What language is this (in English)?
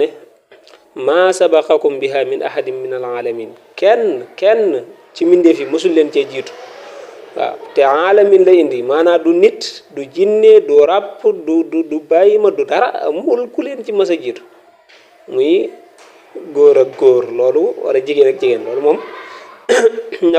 Wolof